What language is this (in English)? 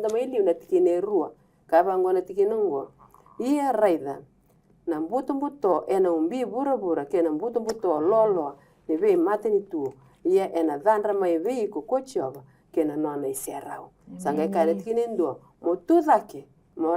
Fijian